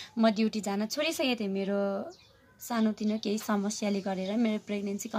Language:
Nepali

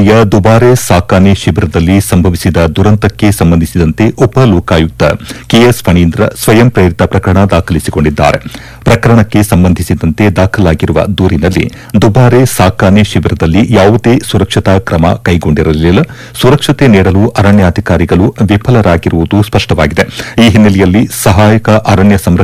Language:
Kannada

